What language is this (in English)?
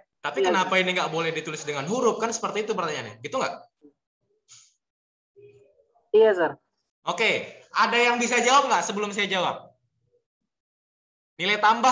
Indonesian